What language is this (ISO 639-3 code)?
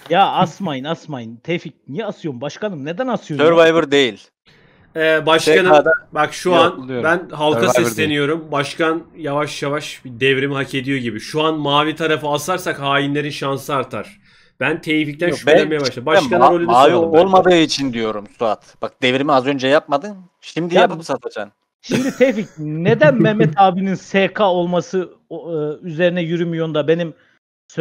tur